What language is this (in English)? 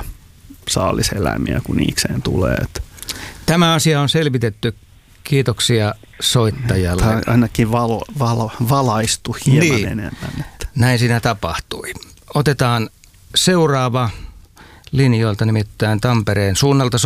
Finnish